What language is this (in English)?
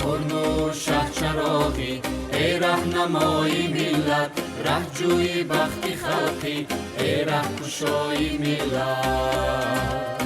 Tajik